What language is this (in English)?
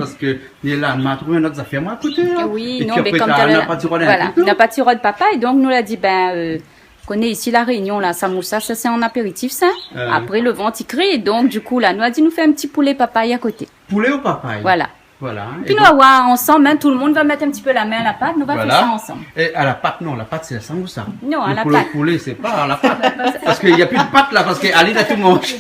Réunion Creole French